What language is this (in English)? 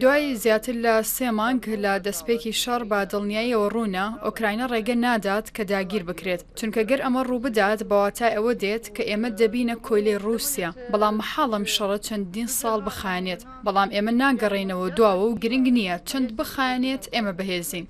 Central Kurdish